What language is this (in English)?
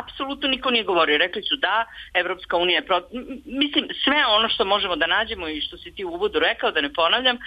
Serbian